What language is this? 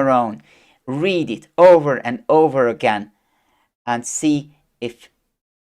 English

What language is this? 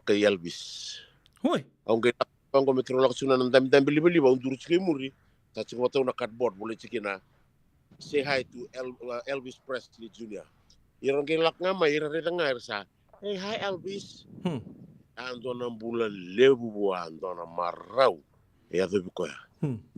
Fijian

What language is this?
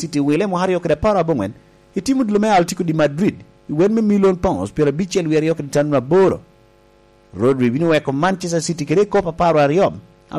Lango (Uganda)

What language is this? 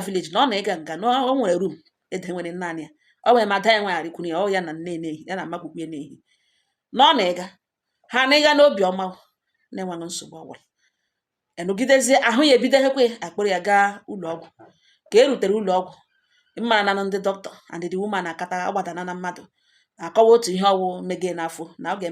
Igbo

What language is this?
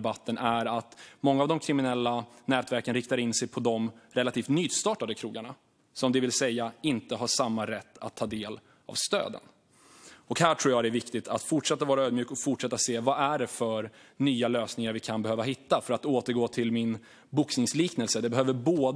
Swedish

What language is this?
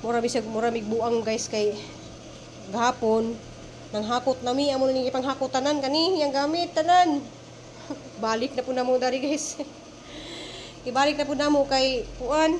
Cebuano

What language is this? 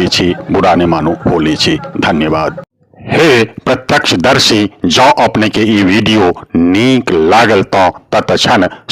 Maithili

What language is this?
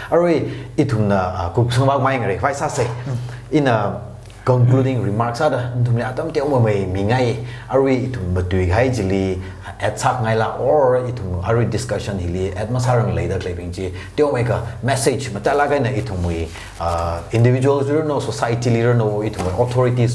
Tangkhul Naga (India)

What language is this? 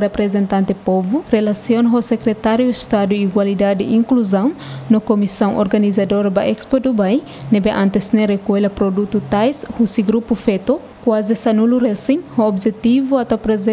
Tetum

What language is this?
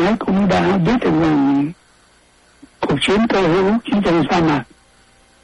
Vietnamese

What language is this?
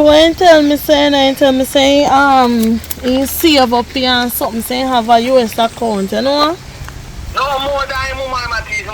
Jamaican Creole English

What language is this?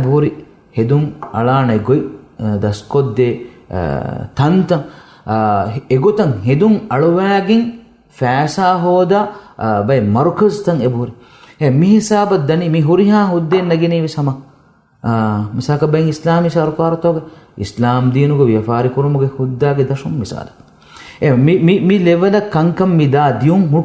Divehi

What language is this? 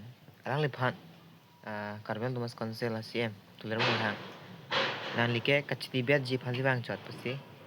Karbi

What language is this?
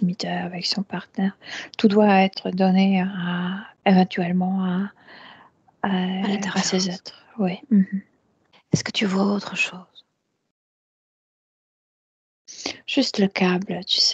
French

